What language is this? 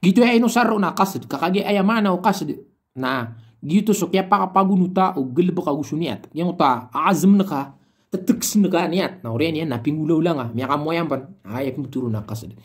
Maranao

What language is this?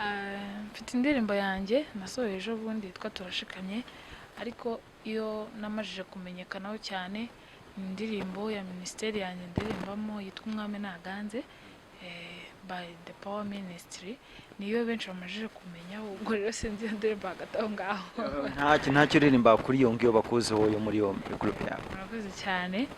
Kinyarwanda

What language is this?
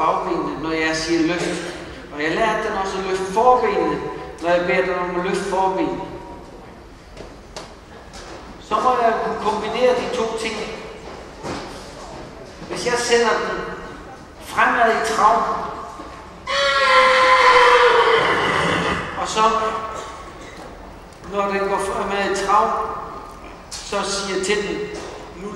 Danish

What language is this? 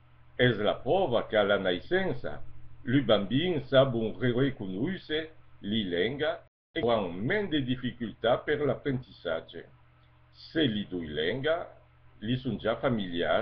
Occitan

